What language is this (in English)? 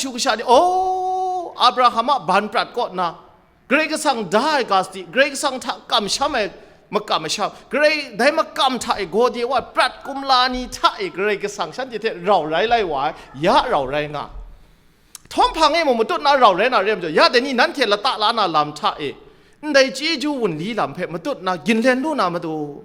Kachin